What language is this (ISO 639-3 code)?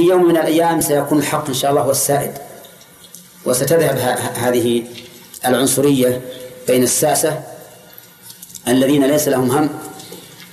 ara